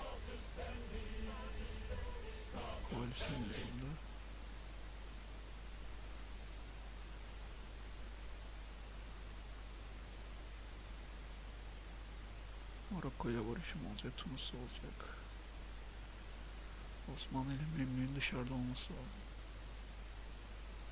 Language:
Turkish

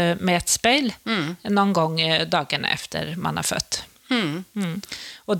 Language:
Norwegian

